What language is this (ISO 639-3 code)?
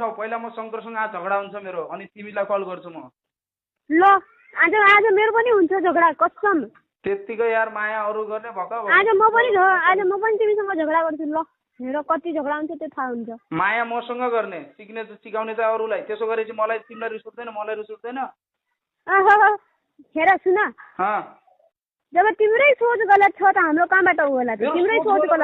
nep